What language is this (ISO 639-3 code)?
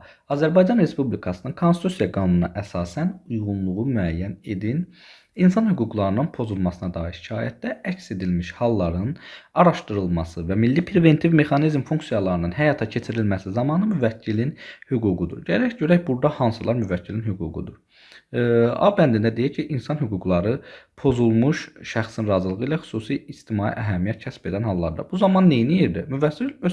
aze